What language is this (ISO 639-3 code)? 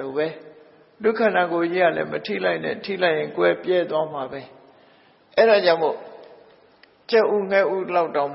mya